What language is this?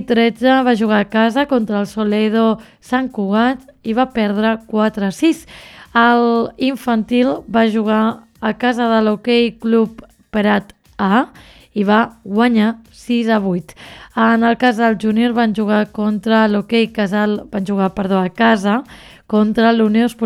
Catalan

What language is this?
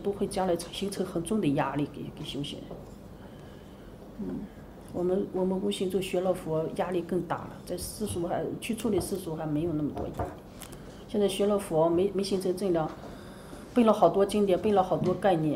Chinese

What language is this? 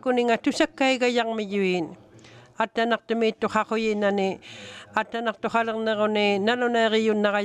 Inuktitut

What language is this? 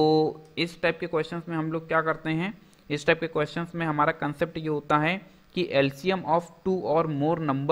Hindi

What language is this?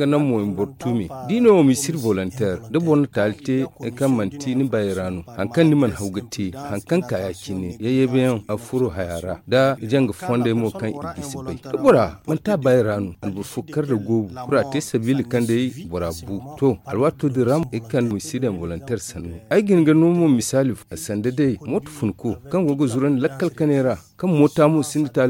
Zarma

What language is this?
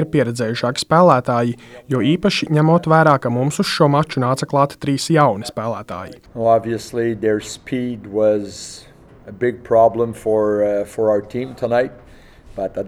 Latvian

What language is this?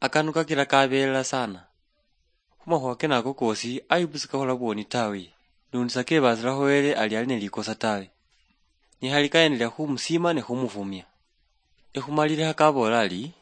Luyia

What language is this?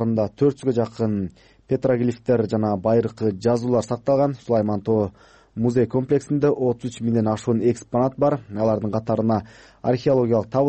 Kyrgyz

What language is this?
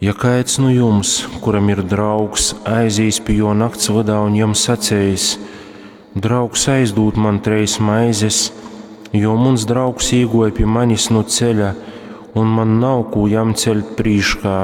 Latgalian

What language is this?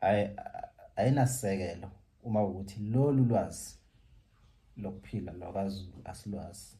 Zulu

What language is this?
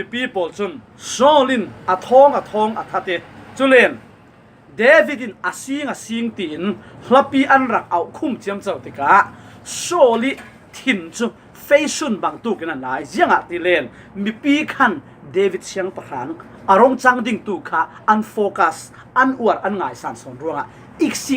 Falam Chin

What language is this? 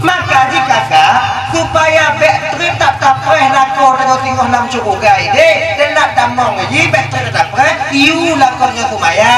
Achinese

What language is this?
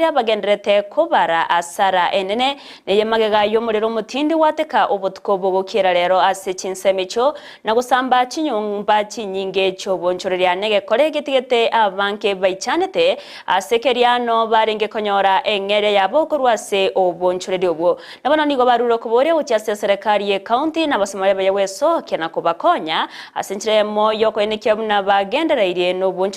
Gusii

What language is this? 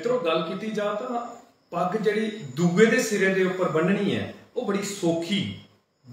Dogri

